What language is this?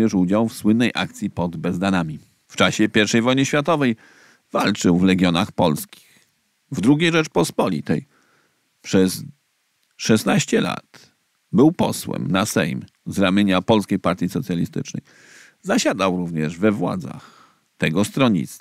Polish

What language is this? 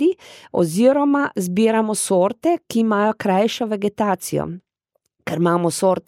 Slovenian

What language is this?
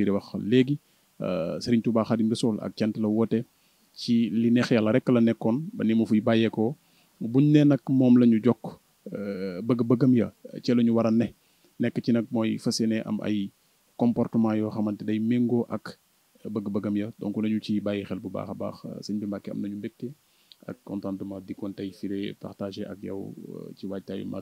Wolof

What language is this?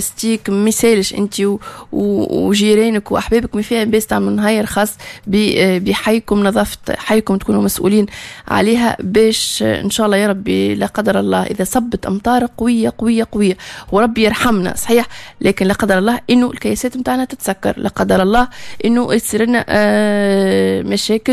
Tunisian Arabic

